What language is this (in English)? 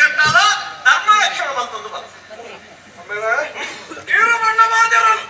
Tulu